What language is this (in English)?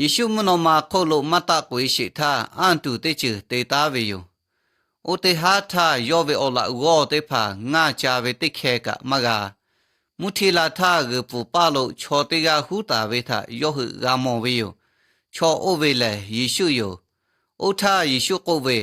Lahu